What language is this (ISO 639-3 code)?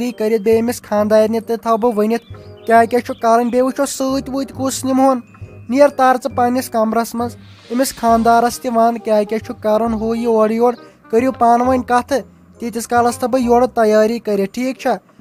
kas